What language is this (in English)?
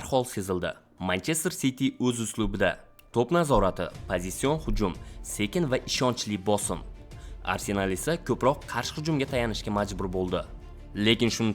Uzbek